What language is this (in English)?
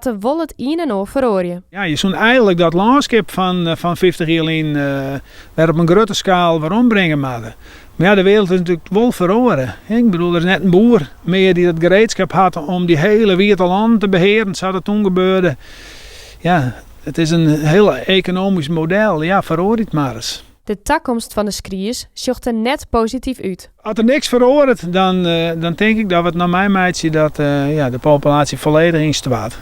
Western Frisian